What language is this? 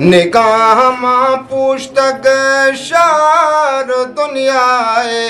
Eastern Balochi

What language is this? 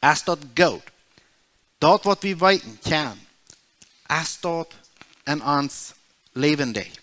Plautdietsch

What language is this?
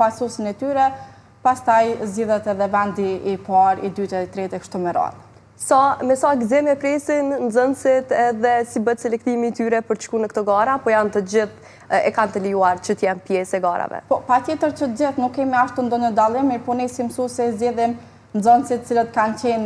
Albanian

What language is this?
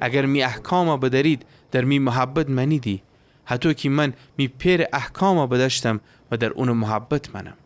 Gilaki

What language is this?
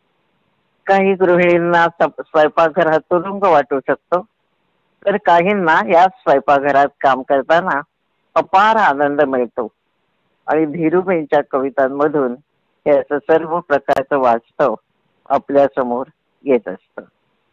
Marathi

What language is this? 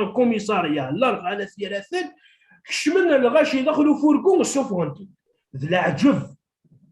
Kabyle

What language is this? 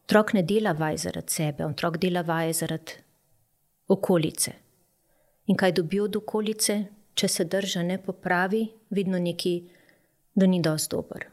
Slovenian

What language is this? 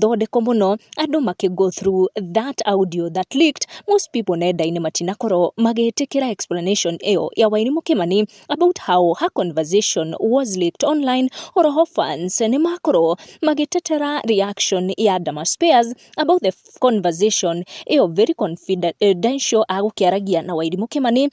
Kikuyu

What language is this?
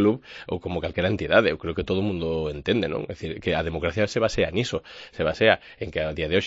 Galician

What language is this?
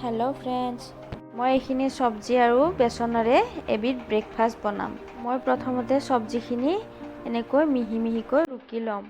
Assamese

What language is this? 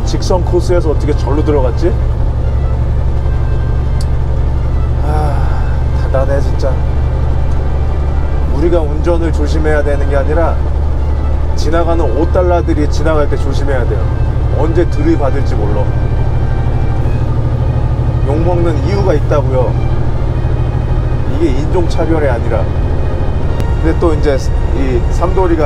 Korean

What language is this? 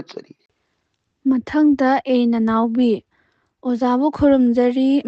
Manipuri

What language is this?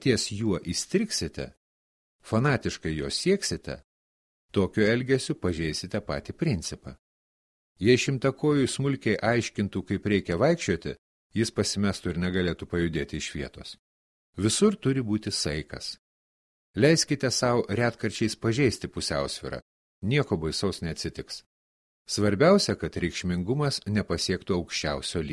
Lithuanian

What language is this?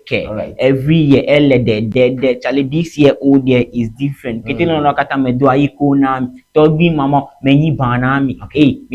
Ewe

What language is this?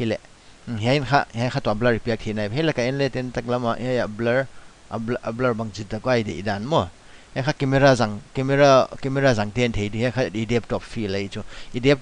Paite Chin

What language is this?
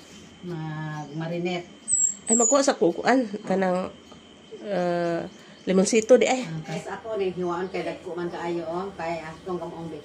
Cebuano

